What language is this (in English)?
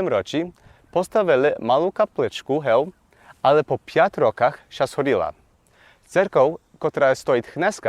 Rusyn